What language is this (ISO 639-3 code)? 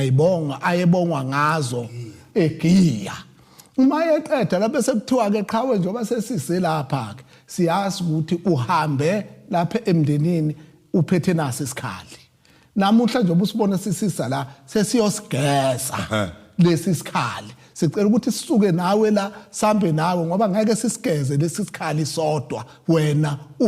zul